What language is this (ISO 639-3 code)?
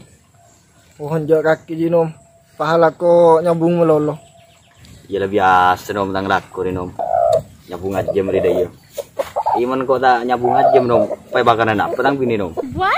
mad